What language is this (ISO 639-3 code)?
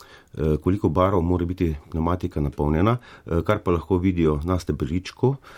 slv